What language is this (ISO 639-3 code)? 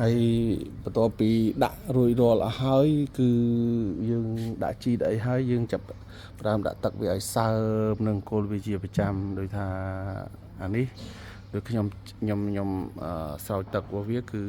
khm